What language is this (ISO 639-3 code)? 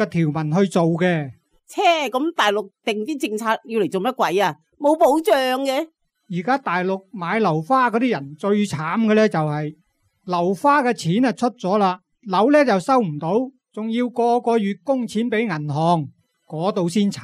yue